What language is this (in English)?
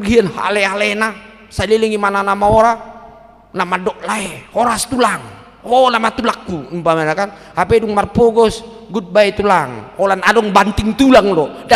Batak Toba